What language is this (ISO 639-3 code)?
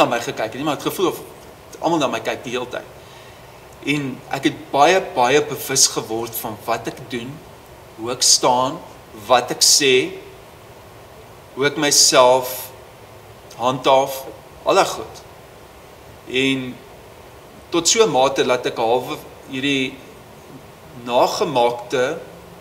afr